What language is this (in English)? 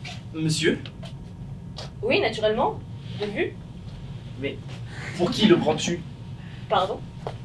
French